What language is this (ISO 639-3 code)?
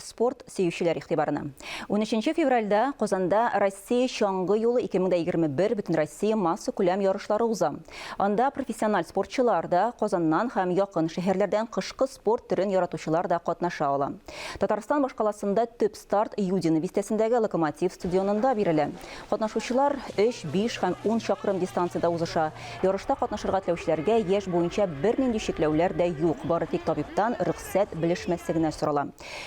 tat